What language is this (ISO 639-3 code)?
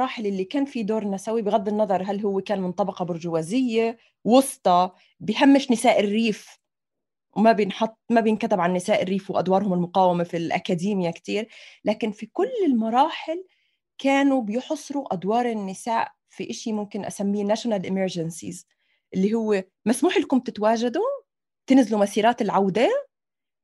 apc